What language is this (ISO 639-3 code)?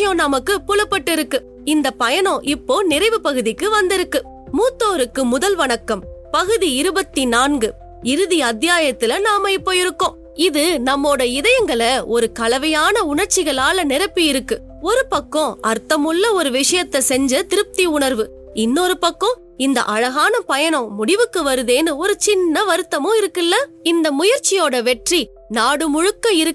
tam